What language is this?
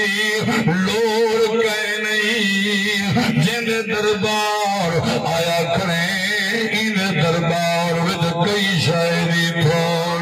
Saraiki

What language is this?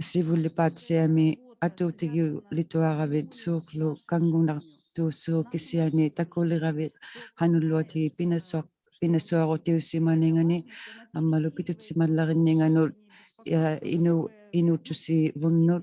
Inuktitut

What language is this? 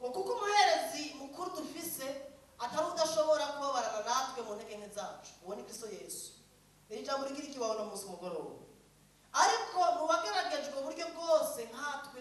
Rundi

